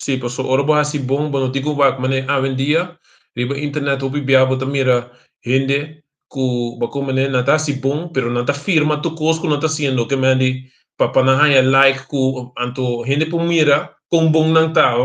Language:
Papiamento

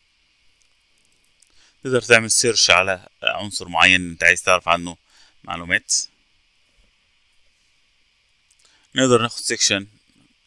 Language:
Egyptian Arabic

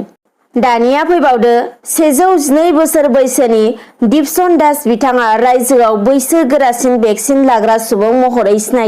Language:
Bodo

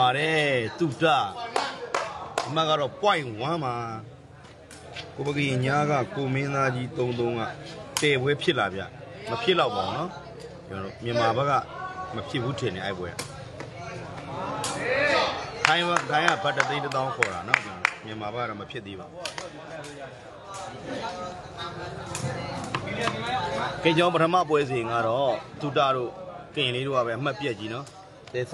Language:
Burmese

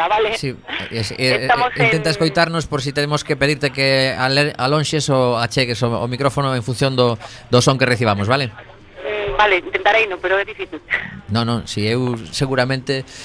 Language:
Galician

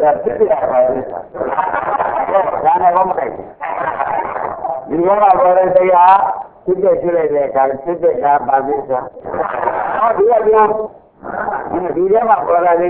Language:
Burmese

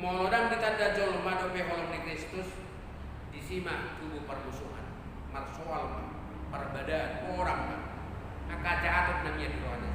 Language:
Batak Toba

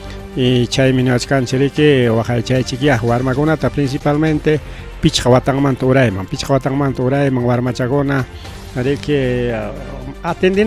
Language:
Ayacucho Quechua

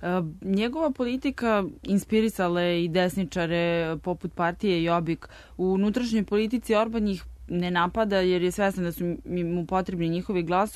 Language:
Serbian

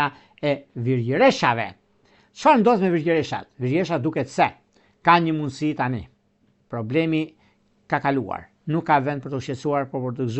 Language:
Albanian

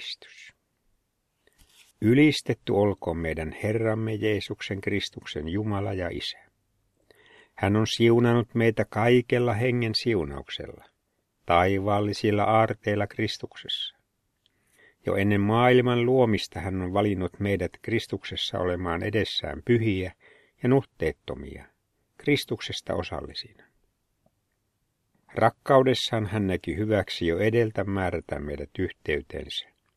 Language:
Finnish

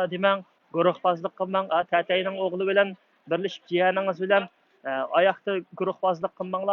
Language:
Uyghur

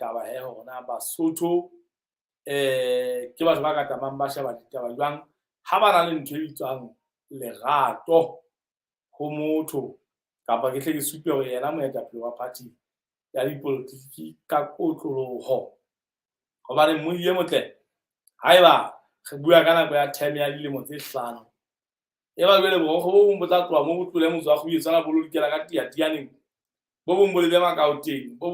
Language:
Southern Sotho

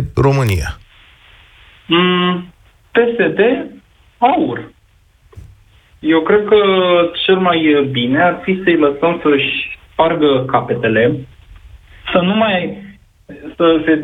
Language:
Romanian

